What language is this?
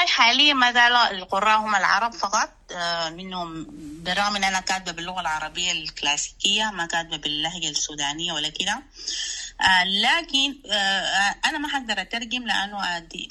Sudanese Arabic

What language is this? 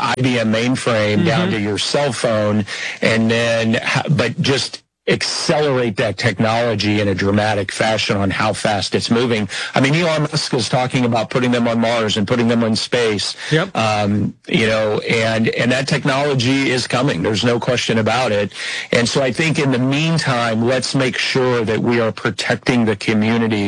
English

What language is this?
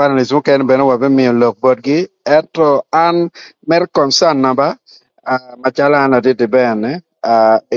Acoli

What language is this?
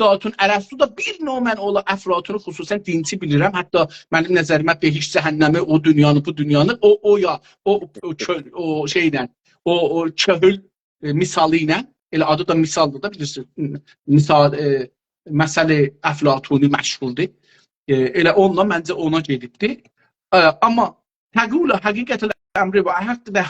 South Azerbaijani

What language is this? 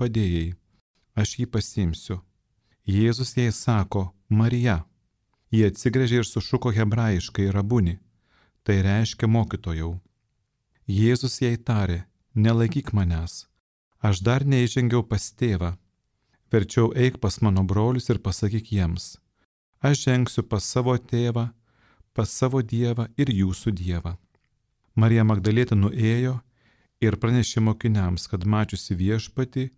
Lithuanian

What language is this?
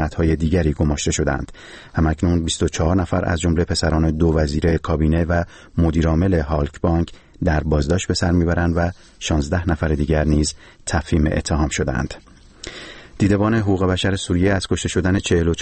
Persian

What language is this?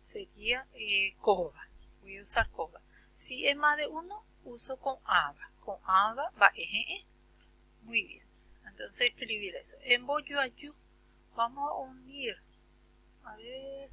Guarani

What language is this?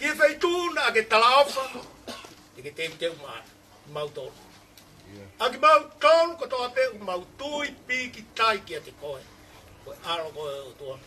Tongan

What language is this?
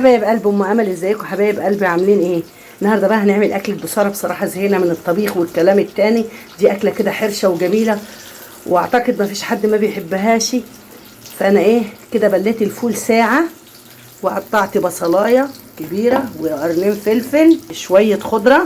Egyptian Arabic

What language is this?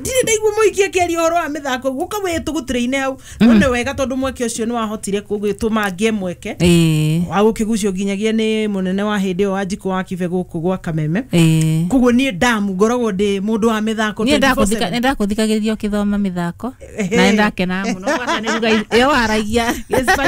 Kikuyu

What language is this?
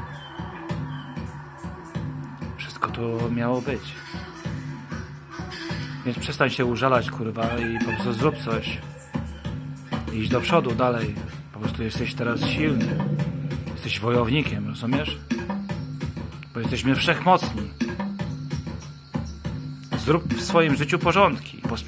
Polish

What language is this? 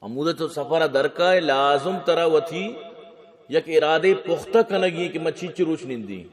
Eastern Balochi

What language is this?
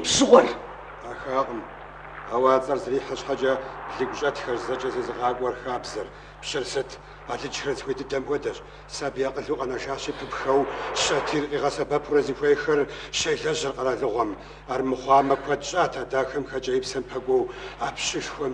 Kabardian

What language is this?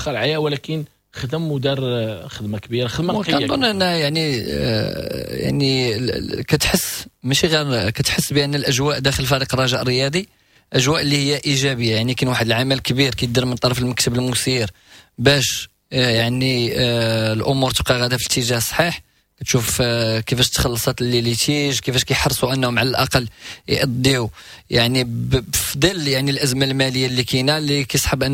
Moroccan Arabic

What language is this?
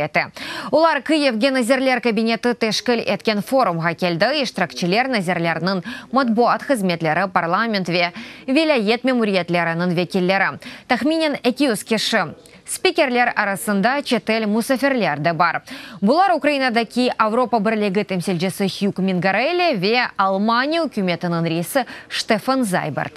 Crimean Tatar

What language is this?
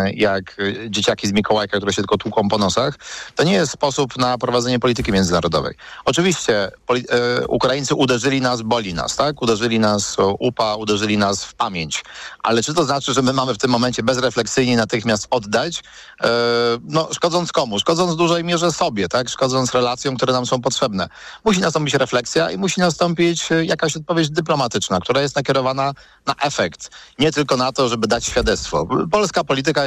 Polish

